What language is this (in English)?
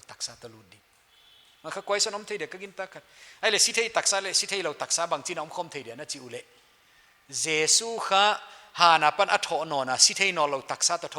Paite Chin